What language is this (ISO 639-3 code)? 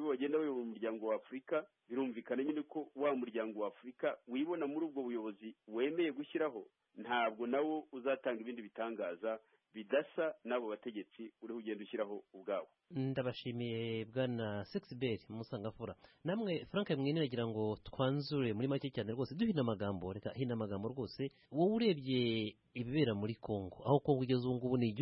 kin